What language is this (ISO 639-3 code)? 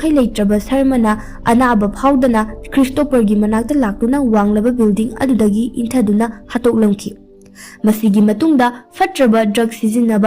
mni